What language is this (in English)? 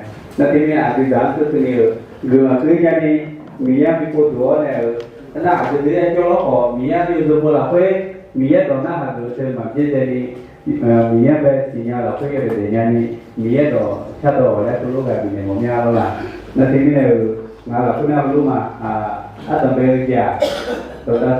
Akha